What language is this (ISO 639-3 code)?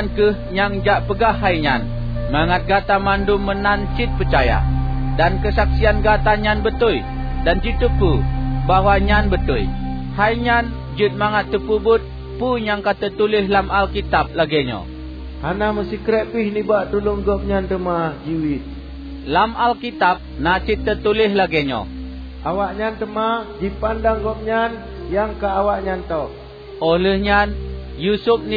ace